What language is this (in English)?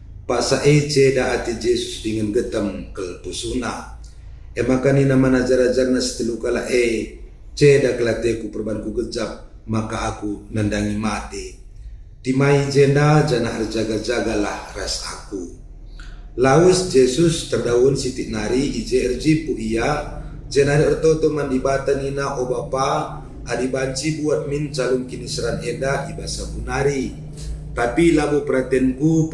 Batak Karo